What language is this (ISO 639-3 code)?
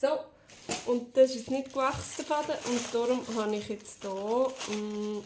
gsw